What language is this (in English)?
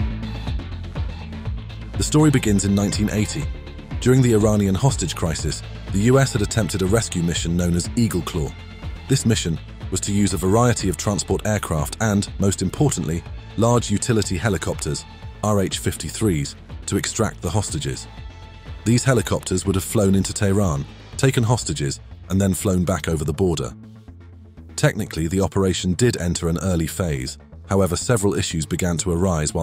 English